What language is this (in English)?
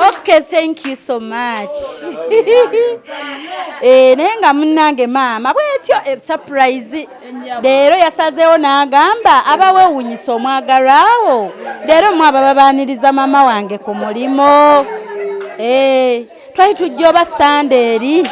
Ganda